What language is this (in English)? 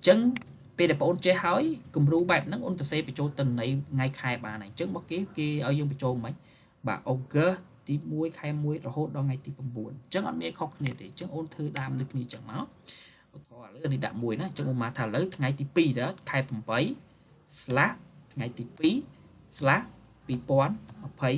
Khmer